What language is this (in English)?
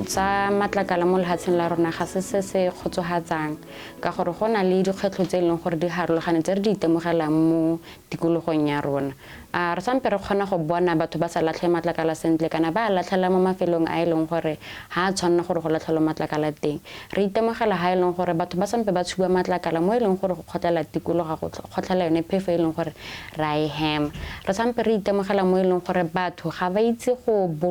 Tswana